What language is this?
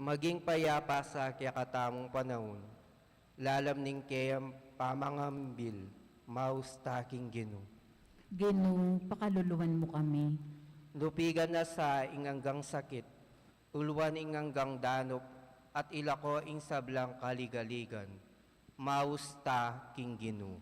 Pampanga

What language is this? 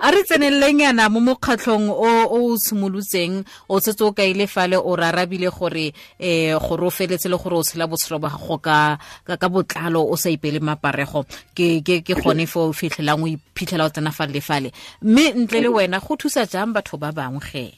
Tswana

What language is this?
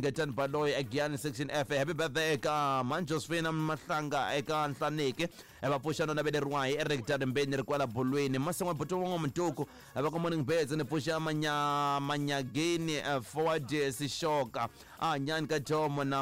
Tsonga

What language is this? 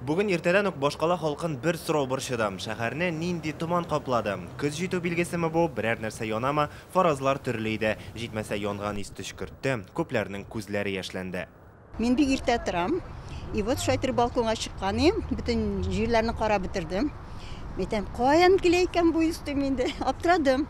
Tatar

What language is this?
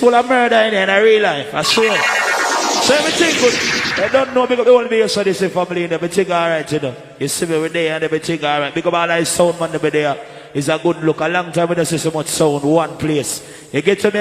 Jamaican Creole English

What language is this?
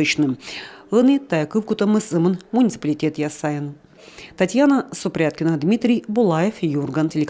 Komi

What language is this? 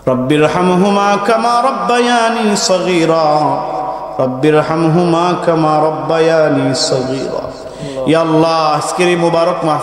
Sylheti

